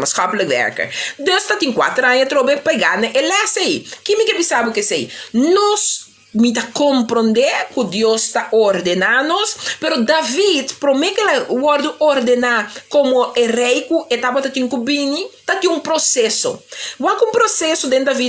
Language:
Papiamento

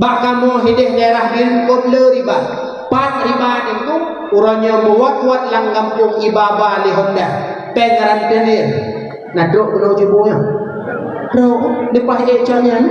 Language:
Achinese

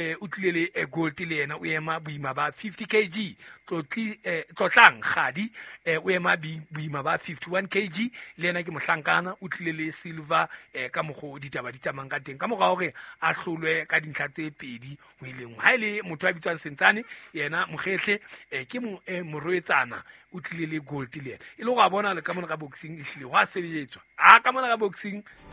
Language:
Southern Sotho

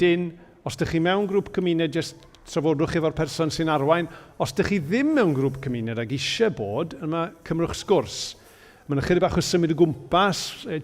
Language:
Welsh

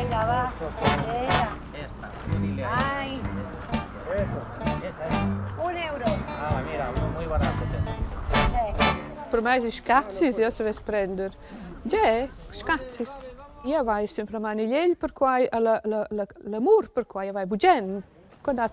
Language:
Romansh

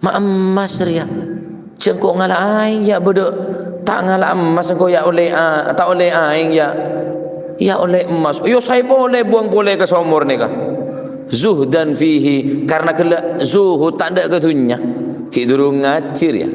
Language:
Madurese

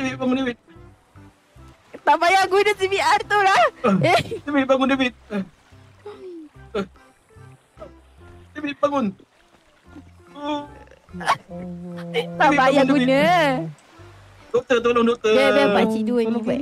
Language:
Malay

